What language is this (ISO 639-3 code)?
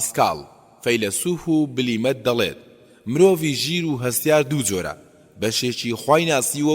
ckb